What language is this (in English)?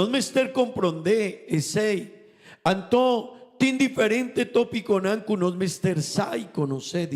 Papiamento